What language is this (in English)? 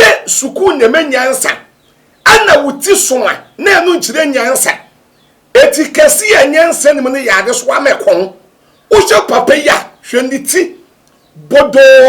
Akan